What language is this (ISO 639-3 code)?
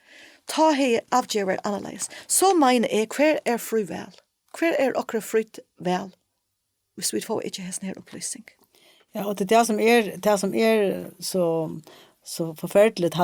fao